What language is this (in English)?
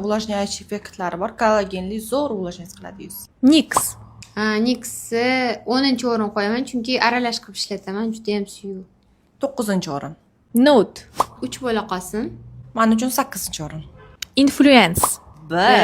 Uzbek